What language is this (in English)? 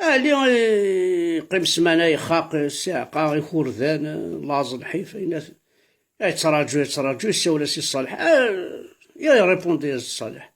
Kabyle